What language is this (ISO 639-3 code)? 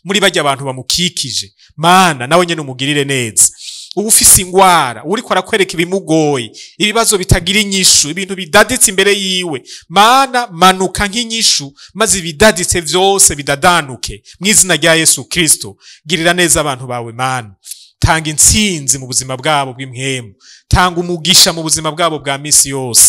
run